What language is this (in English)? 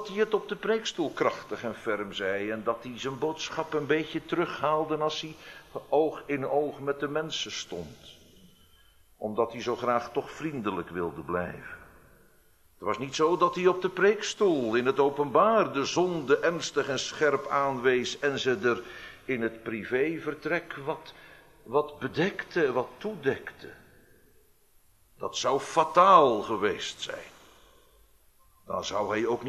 Dutch